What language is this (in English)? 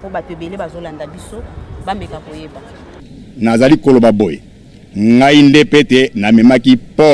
Lingala